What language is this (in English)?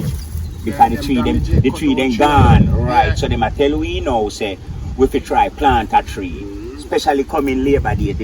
Jamaican Creole English